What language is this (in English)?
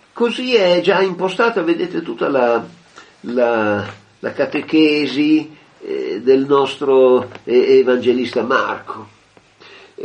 Italian